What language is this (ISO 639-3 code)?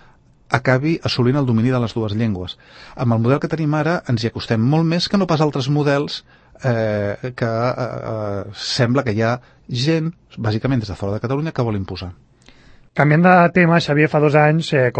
cat